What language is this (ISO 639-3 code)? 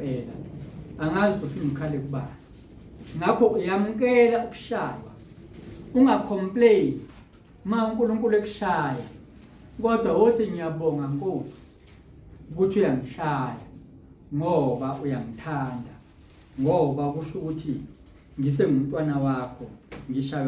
zul